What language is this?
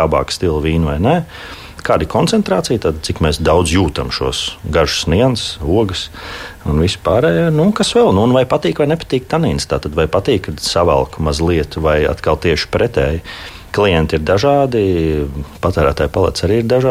Latvian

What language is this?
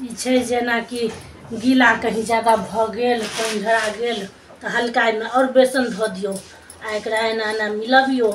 Maithili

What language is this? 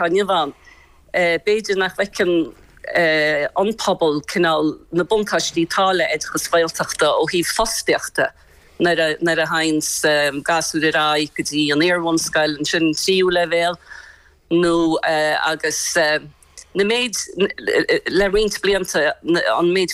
Irish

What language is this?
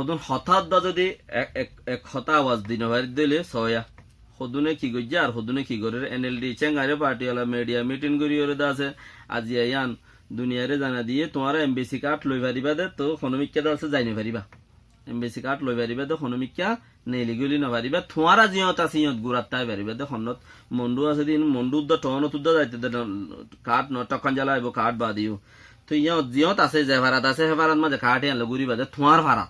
Rohingya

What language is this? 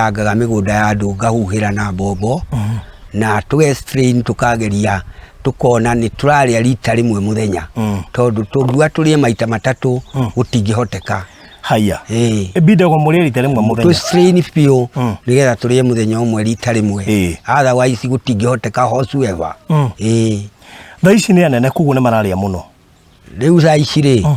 Kikuyu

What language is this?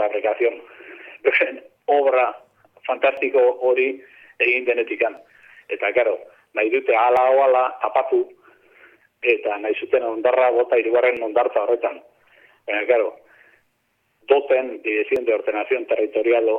Basque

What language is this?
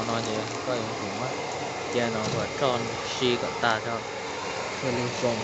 Hmong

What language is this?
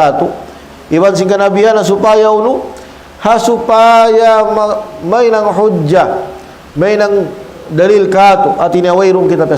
Tausug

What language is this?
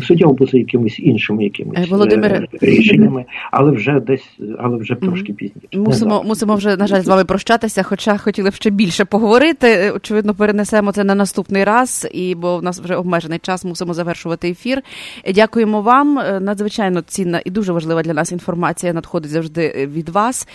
Ukrainian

